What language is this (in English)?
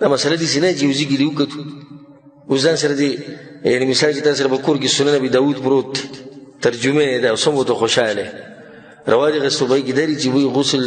Pashto